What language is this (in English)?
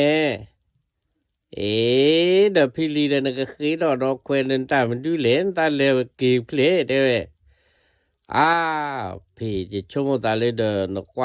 S'gaw Karen